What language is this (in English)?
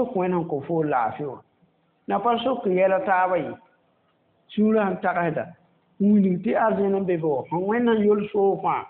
Mossi